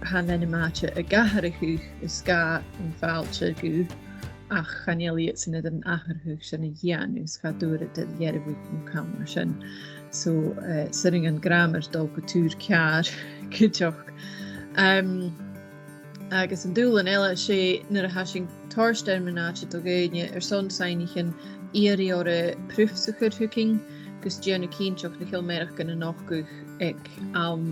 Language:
Scottish Gaelic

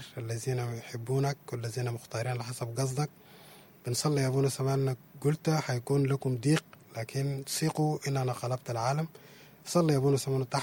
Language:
Sudanese Arabic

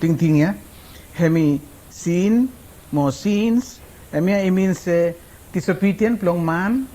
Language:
Araki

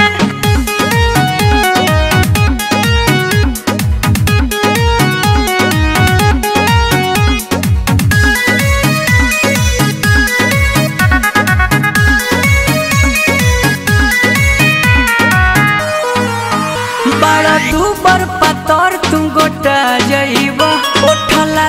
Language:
Bhojpuri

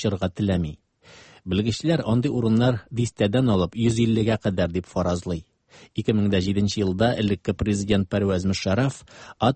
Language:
Tatar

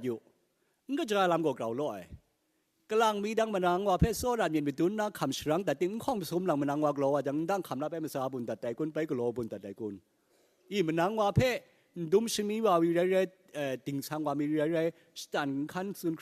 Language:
Kachin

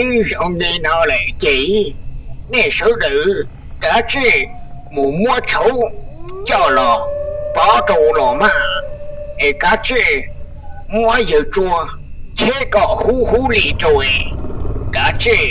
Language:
Hmong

